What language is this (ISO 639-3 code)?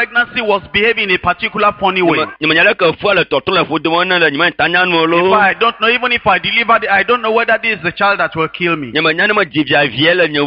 ewe